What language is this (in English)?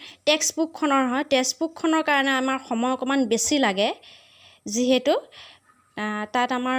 Assamese